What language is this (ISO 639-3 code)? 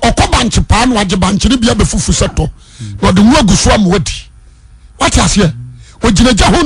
aka